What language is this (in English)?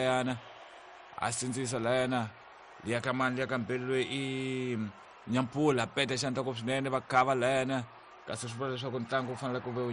Tsonga